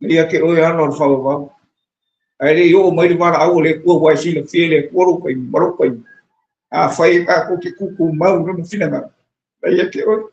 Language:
Samoan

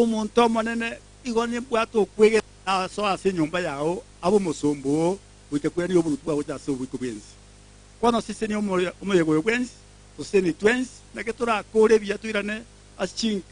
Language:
Gusii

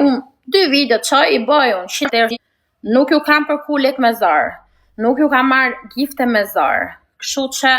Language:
Albanian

